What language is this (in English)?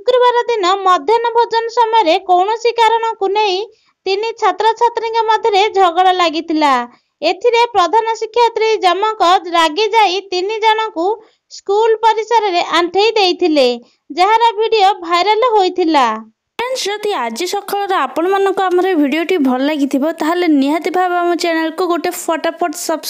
Odia